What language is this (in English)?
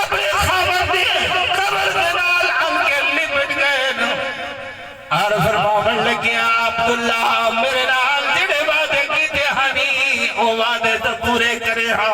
Saraiki